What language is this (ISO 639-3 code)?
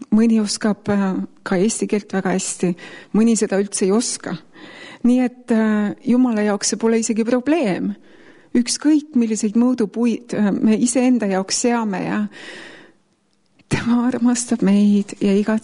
est